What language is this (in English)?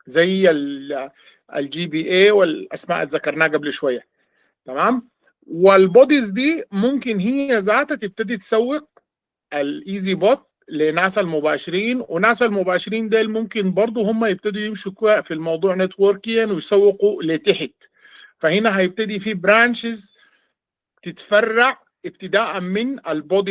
Sudanese Arabic